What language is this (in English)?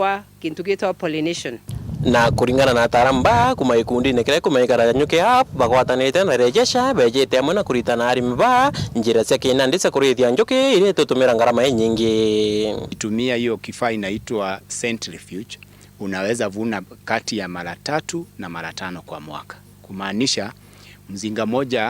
Meru